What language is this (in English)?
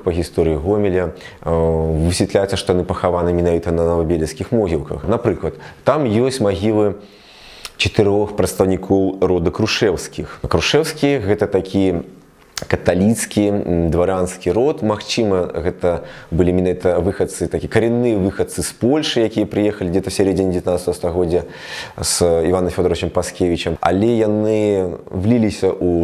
Belarusian